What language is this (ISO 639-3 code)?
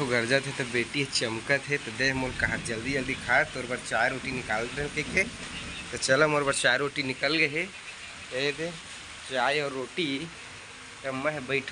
hne